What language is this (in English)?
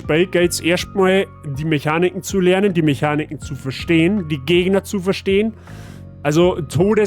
Bavarian